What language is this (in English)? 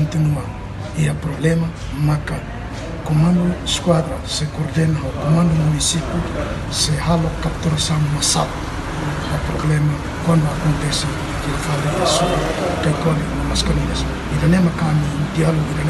Tetum